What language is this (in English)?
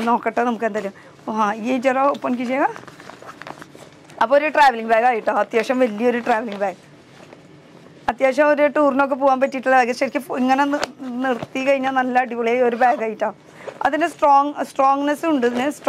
Malayalam